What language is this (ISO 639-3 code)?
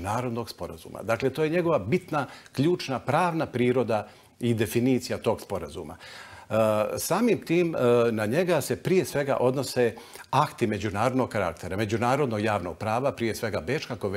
bos